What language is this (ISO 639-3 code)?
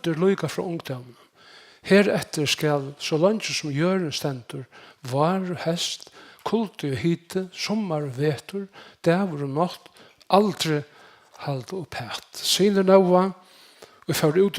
fao